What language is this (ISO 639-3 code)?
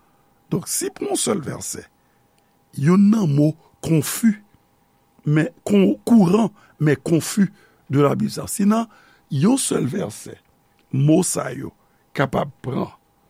hat